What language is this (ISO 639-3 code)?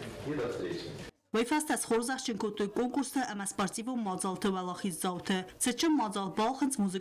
oss